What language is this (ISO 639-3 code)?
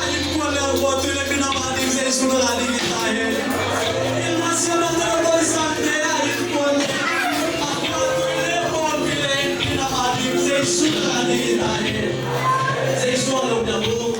ctd